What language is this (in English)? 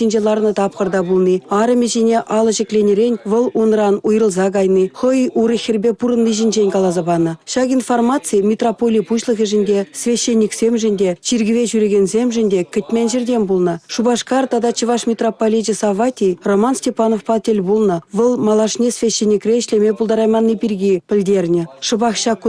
Chuvash